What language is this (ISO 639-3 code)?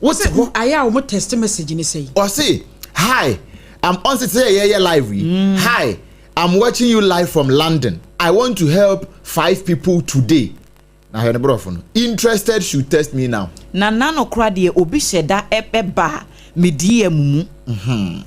aka